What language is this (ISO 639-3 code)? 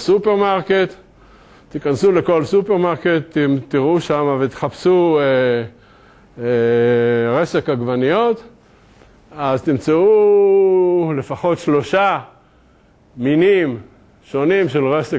heb